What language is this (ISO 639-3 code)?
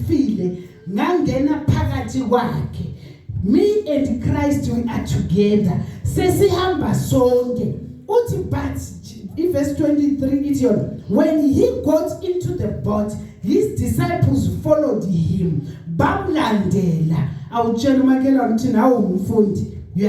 zul